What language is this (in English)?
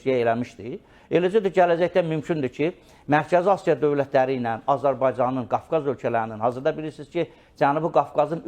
Azerbaijani